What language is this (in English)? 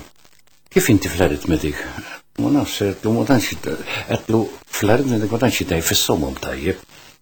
Maltese